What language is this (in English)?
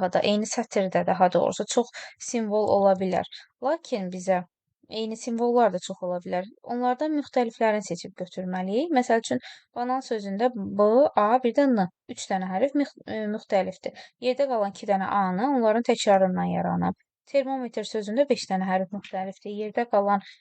Azerbaijani